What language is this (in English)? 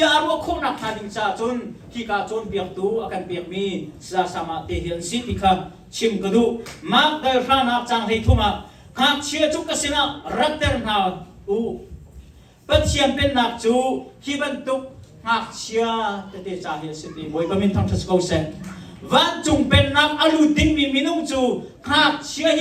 Hakha Chin